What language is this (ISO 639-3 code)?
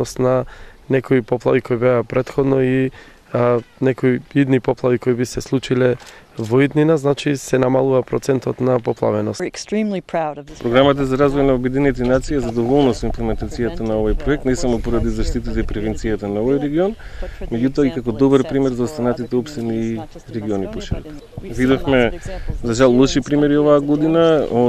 mkd